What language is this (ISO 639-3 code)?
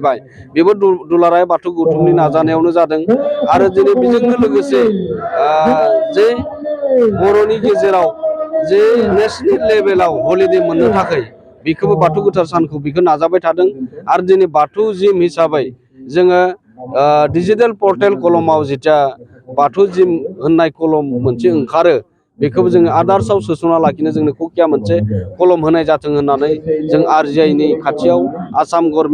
brx